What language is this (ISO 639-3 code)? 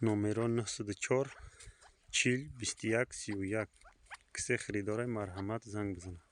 tgk